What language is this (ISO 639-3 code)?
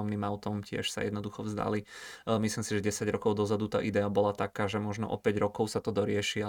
slk